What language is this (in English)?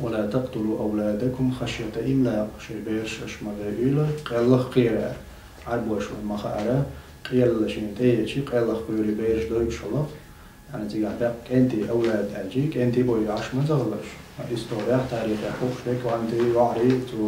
Chechen